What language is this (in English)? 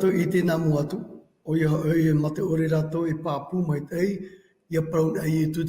Tahitian